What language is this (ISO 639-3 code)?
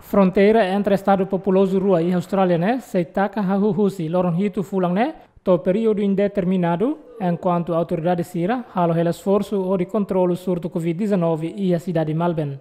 tet